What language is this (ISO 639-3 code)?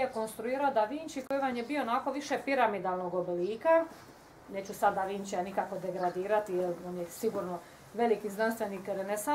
hrv